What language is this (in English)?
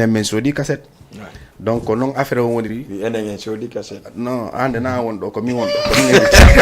Fula